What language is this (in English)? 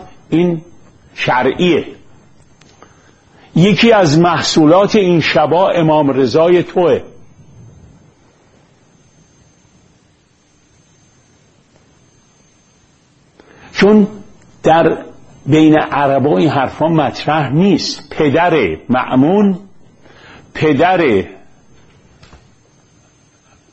Persian